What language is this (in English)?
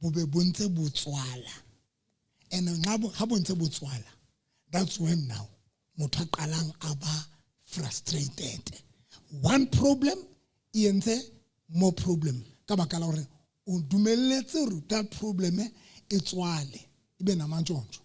Southern Sotho